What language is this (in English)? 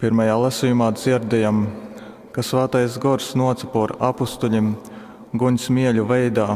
Latgalian